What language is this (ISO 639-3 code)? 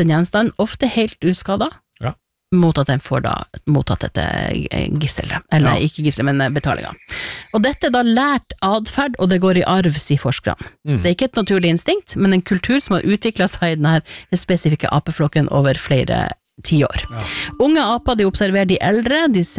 nor